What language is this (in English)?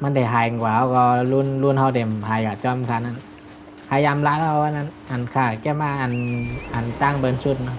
Shan